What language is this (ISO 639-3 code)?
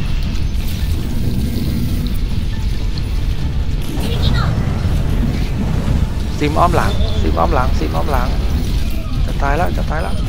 tha